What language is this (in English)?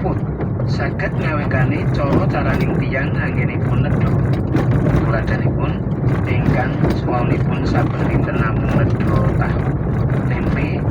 Javanese